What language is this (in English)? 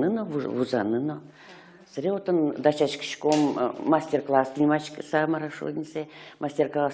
Udmurt